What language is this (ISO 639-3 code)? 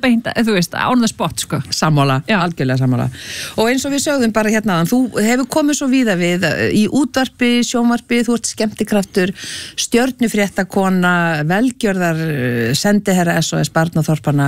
isl